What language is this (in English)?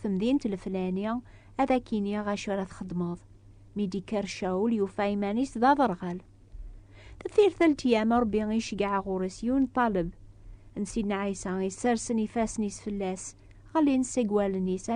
Kabyle